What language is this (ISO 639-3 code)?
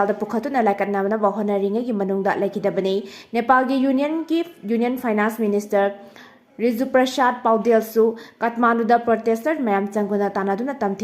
mni